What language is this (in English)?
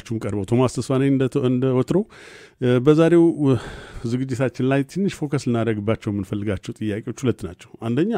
Amharic